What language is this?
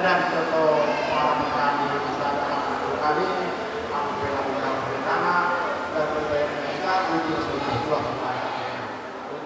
Batak Karo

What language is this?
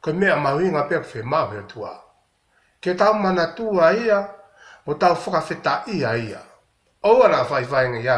Tongan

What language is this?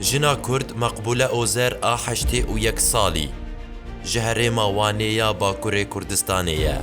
Kurdish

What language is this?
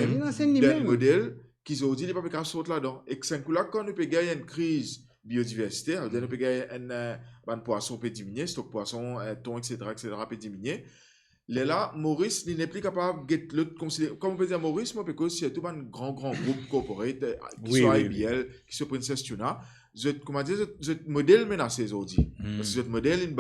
Morisyen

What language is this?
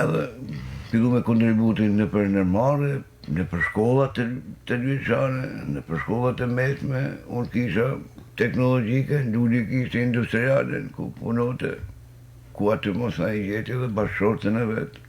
Albanian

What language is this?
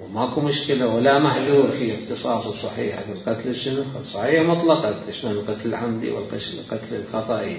Mesopotamian Arabic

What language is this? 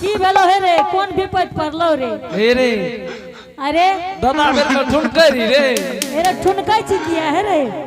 Angika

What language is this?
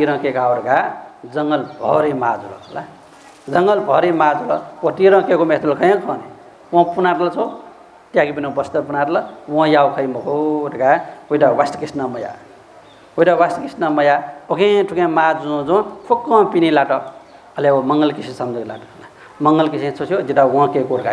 Newari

